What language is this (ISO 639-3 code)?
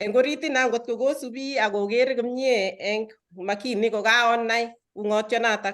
kln